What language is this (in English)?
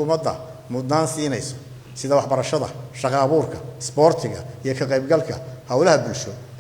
Somali